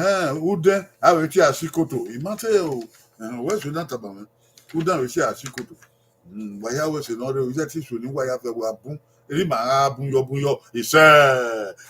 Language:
Bini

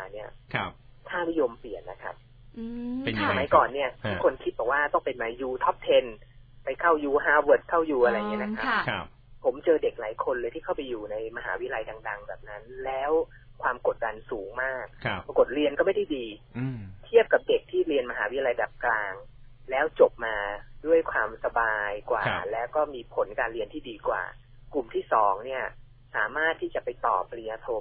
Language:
Thai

